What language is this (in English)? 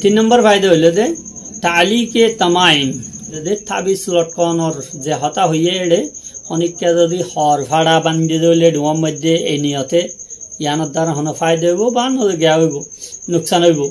Rohingya